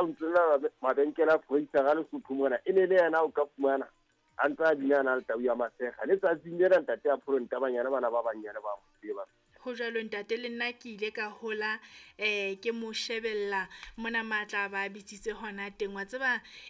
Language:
Southern Sotho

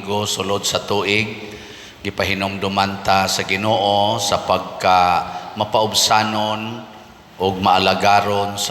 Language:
Cebuano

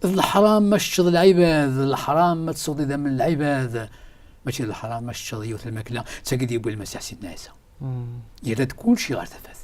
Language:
Kabyle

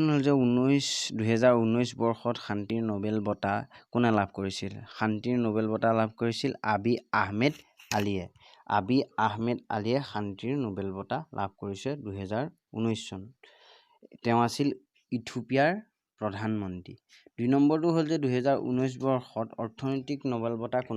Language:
Assamese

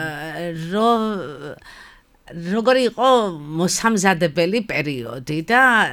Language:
Georgian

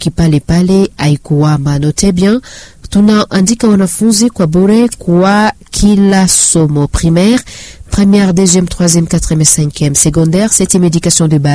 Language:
French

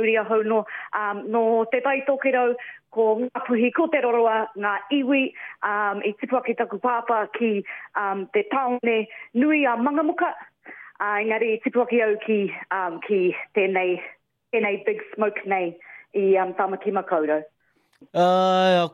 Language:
Māori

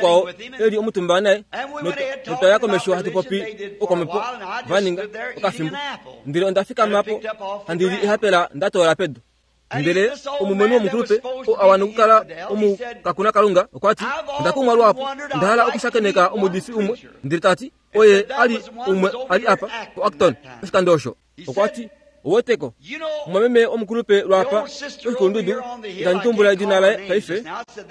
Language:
Kuanyama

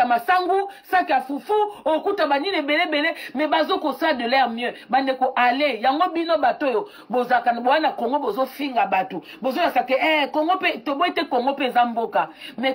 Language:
Lingala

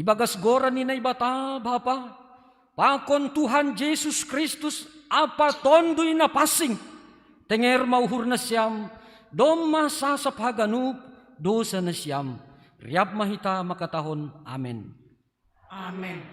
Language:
Batak Simalungun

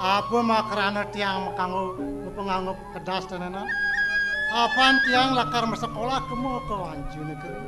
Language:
Balinese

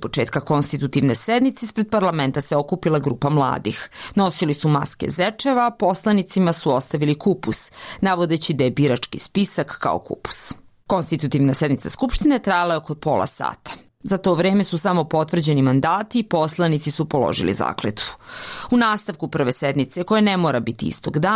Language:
Serbian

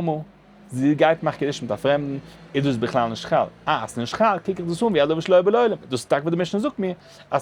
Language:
Yiddish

